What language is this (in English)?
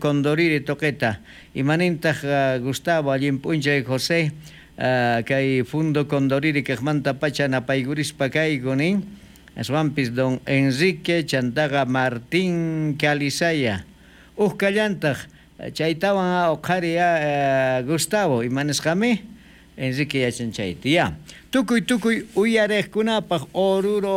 South Bolivian Quechua